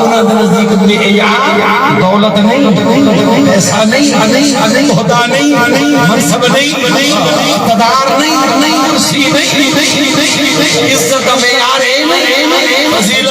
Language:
Saraiki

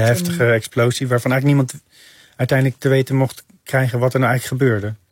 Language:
Dutch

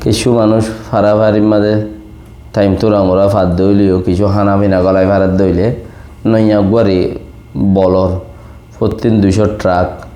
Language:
Rohingya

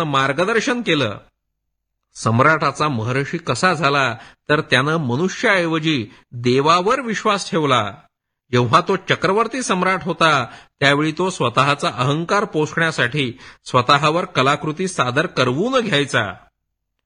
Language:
Marathi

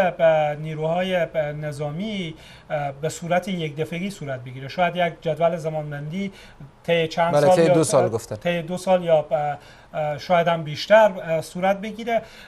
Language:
Persian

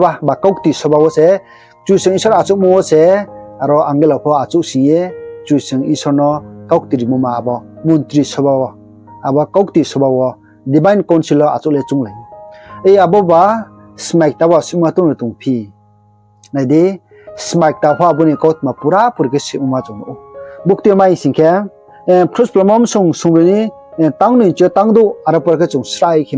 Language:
Riang (India)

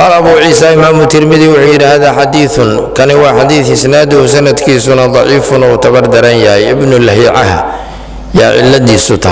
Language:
Somali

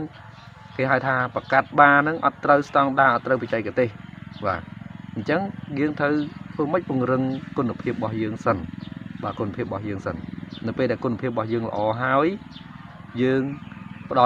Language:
Khmer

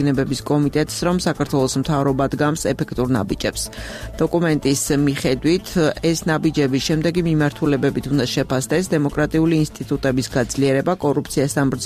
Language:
Georgian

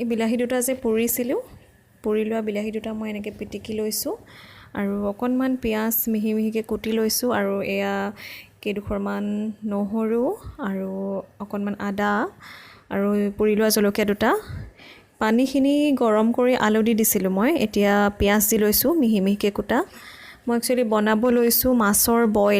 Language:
Assamese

